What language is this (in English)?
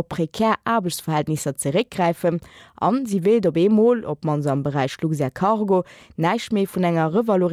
Luxembourgish